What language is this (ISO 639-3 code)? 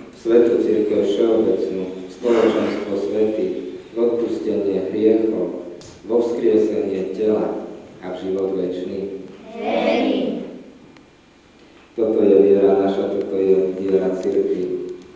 slk